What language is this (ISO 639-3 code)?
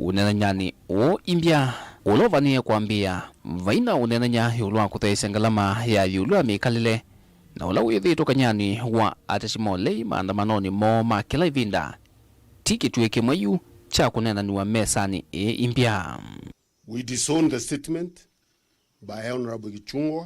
kam